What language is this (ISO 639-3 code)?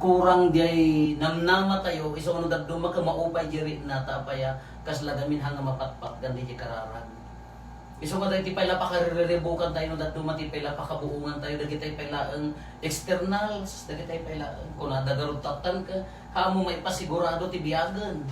ilo